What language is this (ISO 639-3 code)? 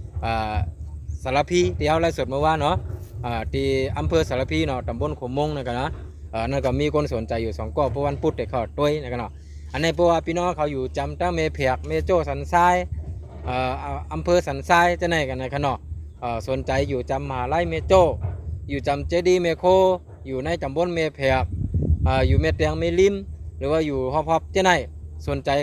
shn